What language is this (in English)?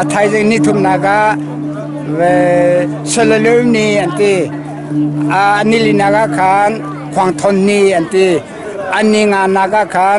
Hakha Chin